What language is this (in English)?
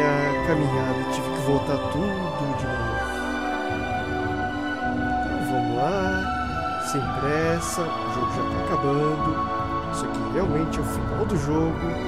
Portuguese